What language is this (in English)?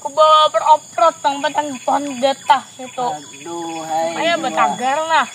Banjar